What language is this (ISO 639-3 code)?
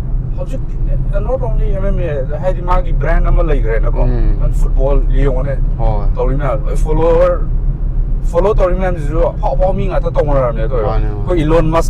mni